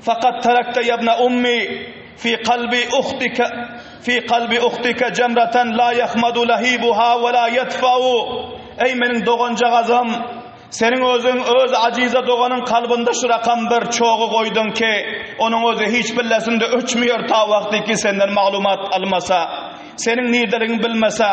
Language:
Turkmen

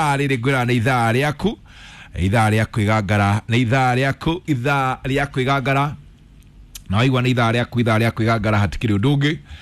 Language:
Kikuyu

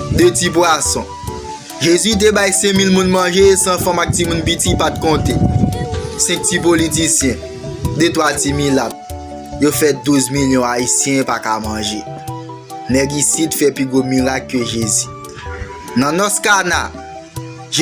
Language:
Haitian Creole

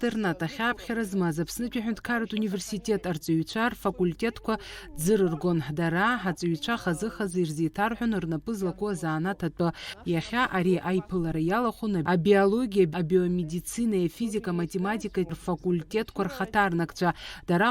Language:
Abkhazian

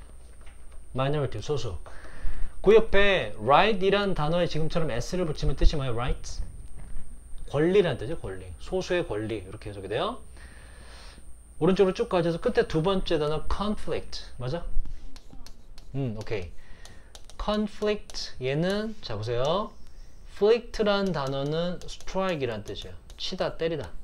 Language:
Korean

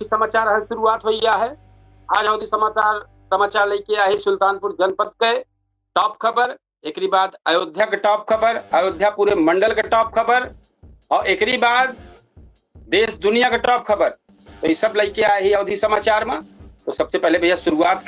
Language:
Awadhi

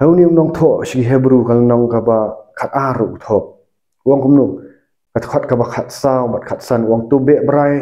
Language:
Khasi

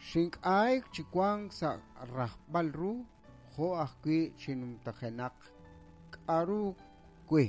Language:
Kekchí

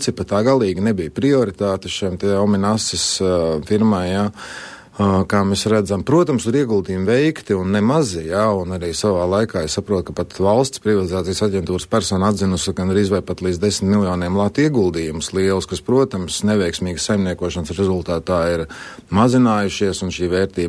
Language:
Latvian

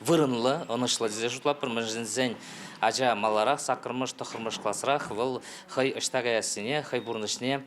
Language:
Chuvash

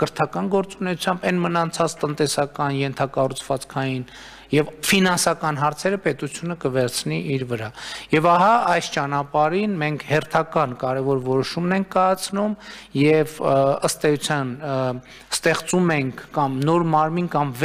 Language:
Armenian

